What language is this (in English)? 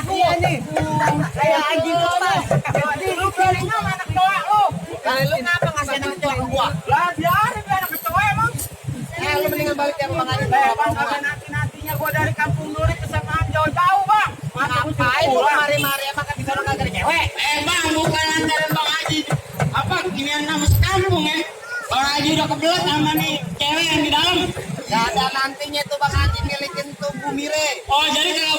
Betawi